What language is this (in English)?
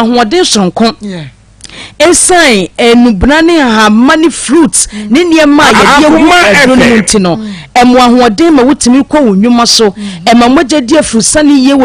Akan